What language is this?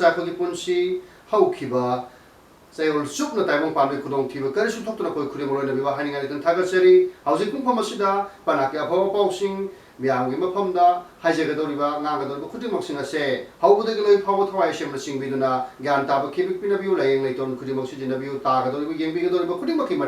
Manipuri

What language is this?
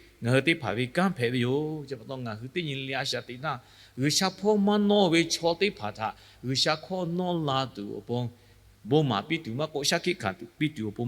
Lahu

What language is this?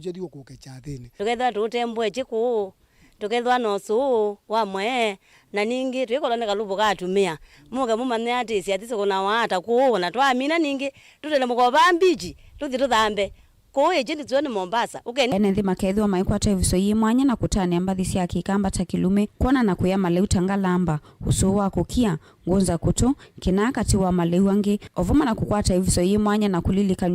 Kamba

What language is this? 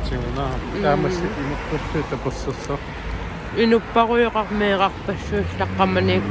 Kalaallisut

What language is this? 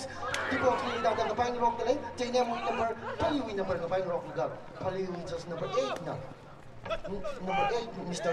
Tangkhul Naga (India)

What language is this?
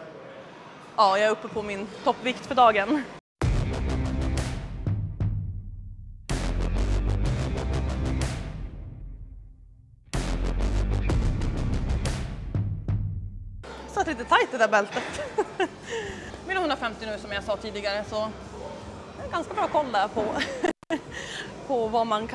Swedish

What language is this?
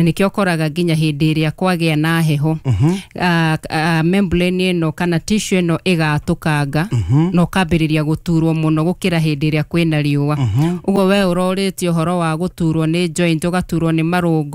Kikuyu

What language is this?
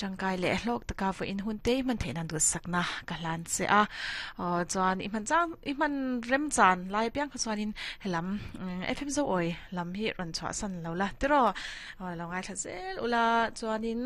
Mizo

